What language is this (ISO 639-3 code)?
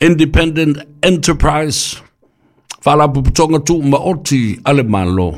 smo